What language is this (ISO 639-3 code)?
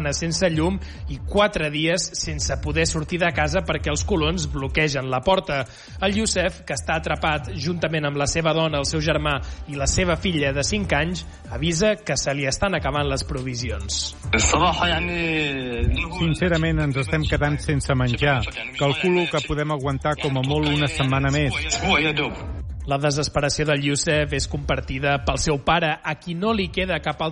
cat